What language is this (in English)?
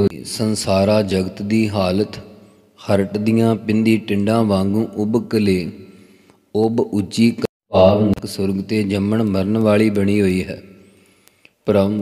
Punjabi